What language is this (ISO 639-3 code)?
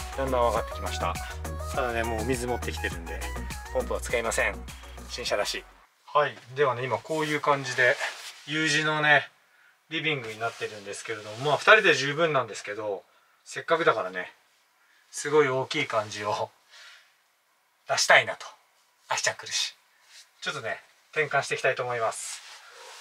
jpn